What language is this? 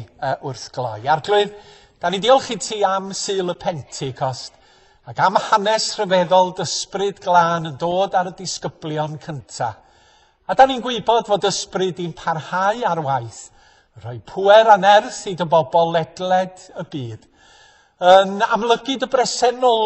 Welsh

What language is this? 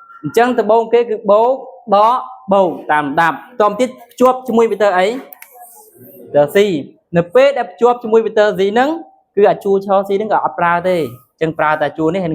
Khmer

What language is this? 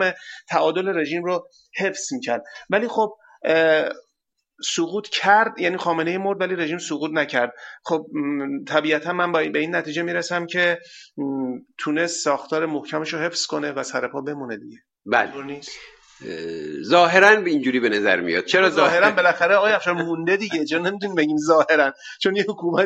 Persian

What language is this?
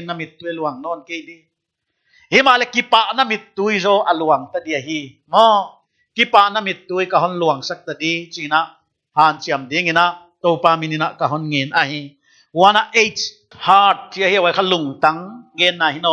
Paite Chin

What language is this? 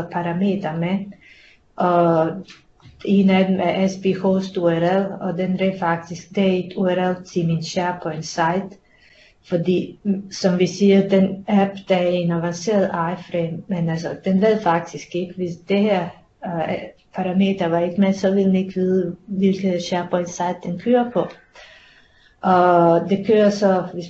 Danish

